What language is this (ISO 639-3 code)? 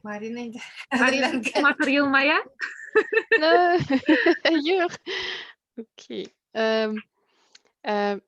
bak